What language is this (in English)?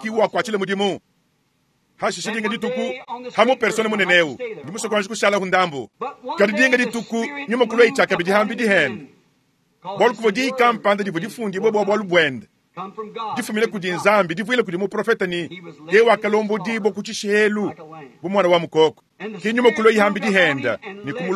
Luba-Lulua